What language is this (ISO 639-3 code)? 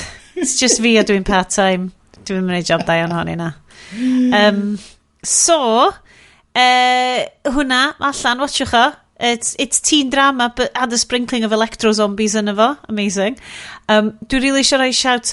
cym